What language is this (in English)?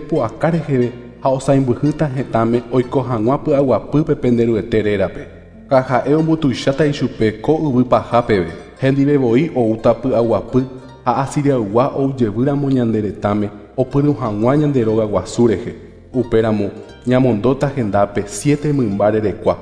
Guarani